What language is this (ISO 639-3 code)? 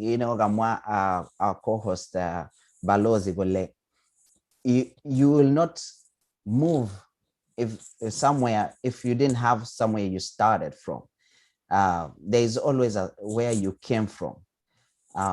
kln